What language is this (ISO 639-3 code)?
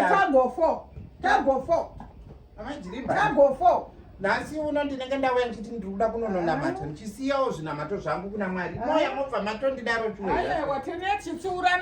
sna